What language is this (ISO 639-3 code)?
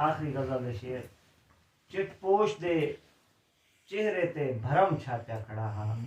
skr